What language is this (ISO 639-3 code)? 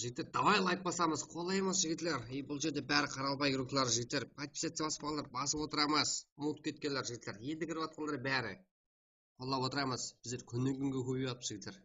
kaa